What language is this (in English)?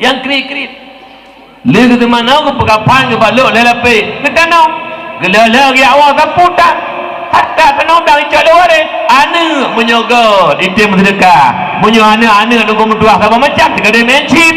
Achinese